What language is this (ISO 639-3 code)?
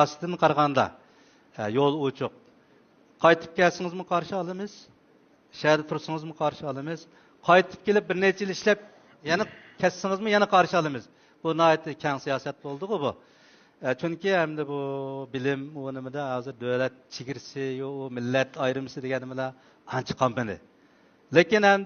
uig